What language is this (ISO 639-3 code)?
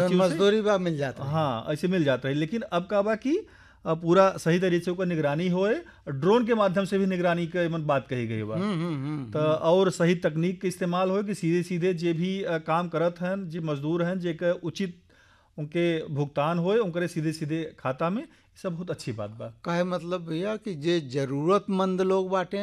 bho